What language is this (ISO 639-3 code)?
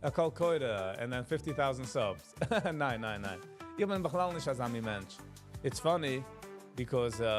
yid